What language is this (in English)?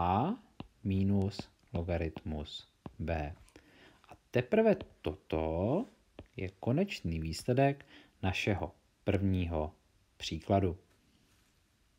Czech